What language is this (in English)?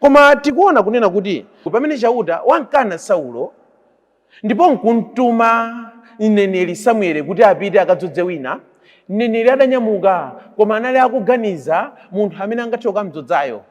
Nyanja